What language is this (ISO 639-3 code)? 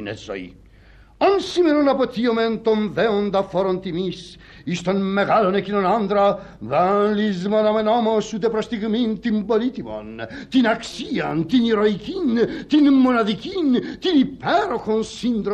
ell